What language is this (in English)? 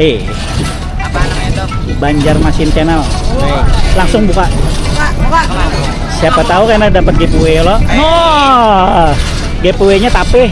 Banjar